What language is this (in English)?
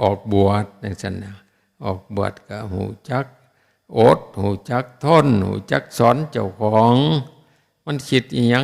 Northeastern Thai